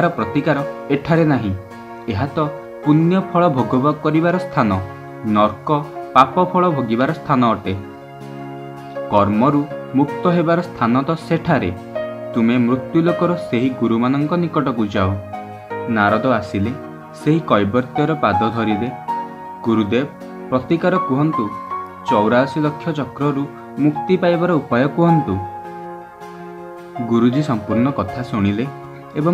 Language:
Odia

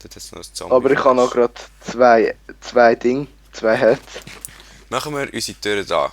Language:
Swiss German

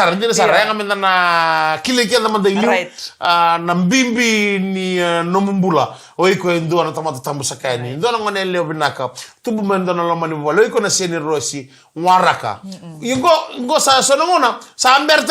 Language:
Fijian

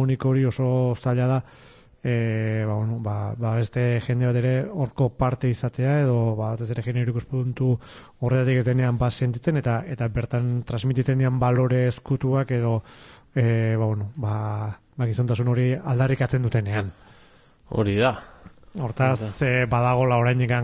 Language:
Basque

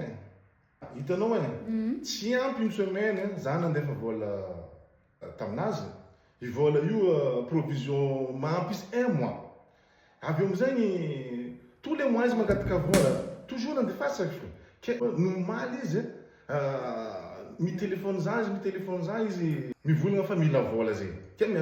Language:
Malagasy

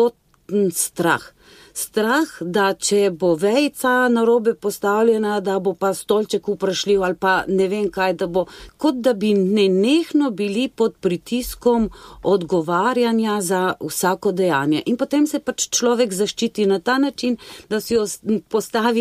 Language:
Slovenian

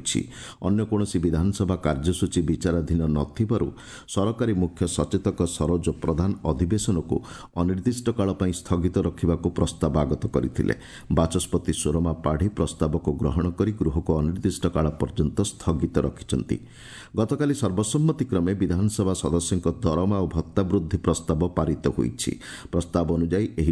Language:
Odia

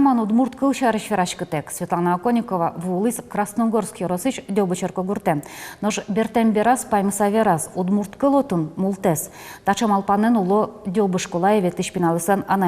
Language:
Udmurt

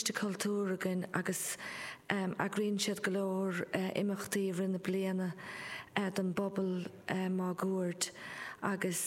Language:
Irish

